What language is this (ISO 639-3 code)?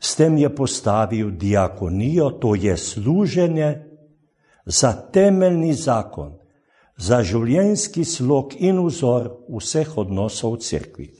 slv